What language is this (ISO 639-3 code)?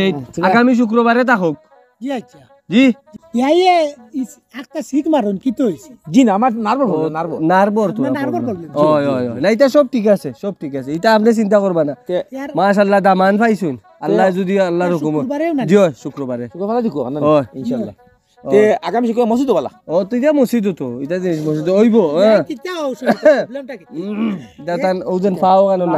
syl